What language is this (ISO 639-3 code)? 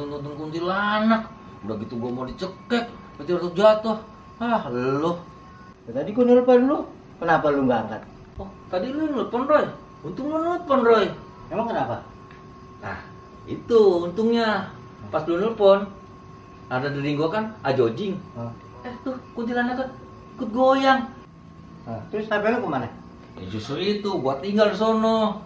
bew